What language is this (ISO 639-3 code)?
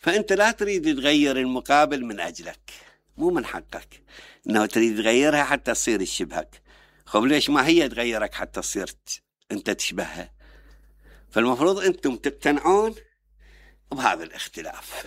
acm